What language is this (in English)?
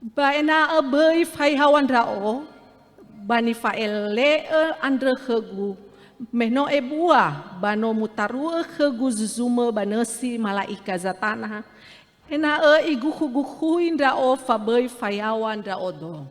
Nias